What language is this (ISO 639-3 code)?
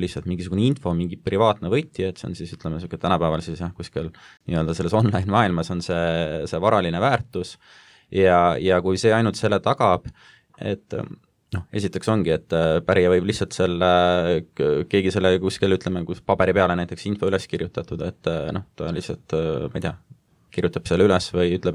est